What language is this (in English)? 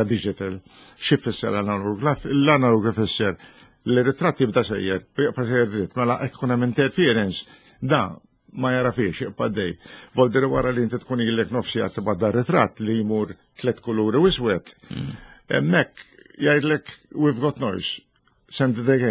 Maltese